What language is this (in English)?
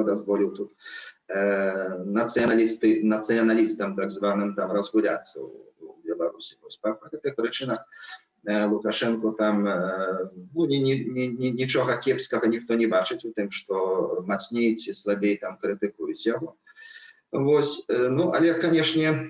Belarusian